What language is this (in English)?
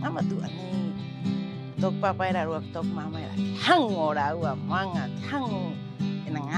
Rapanui